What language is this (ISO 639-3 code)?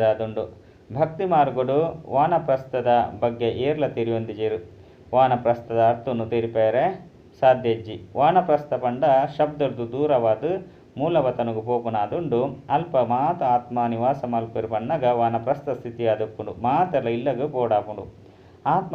tcy